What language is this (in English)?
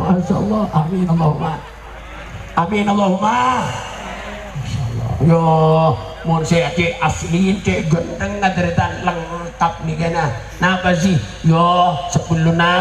Madurese